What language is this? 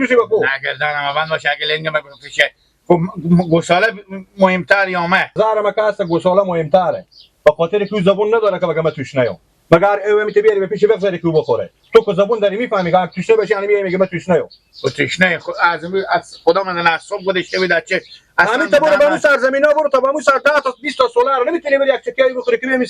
Persian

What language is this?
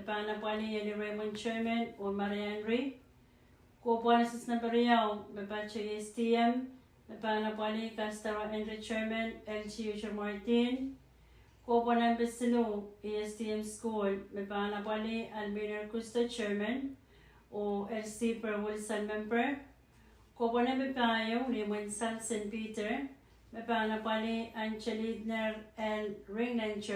Pohnpeian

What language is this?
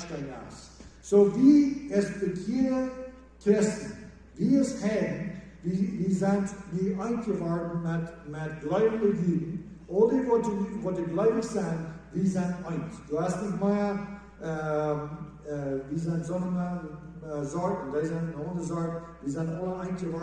Plautdietsch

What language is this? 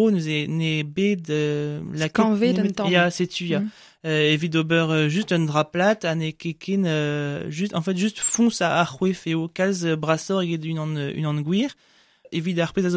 Breton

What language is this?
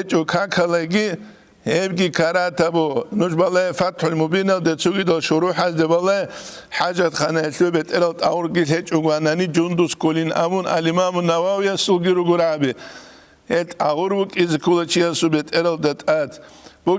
Avaric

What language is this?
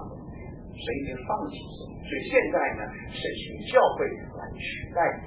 Chinese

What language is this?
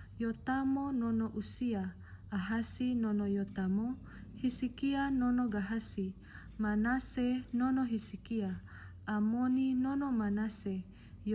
Nias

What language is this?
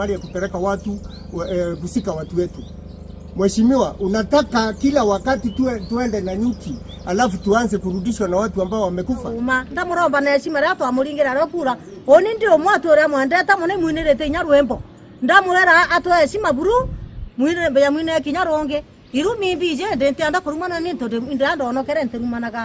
Meru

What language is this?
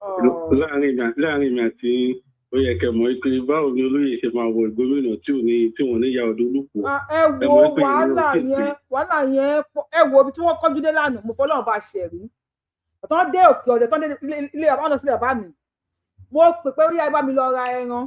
Yoruba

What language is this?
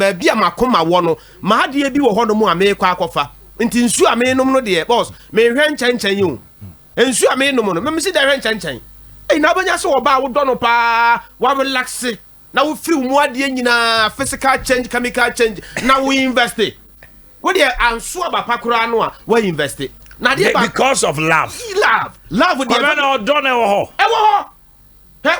Akan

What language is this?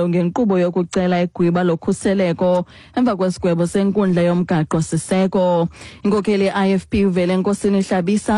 Xhosa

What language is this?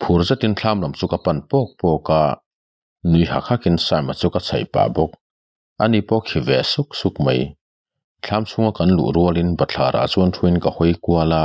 Mizo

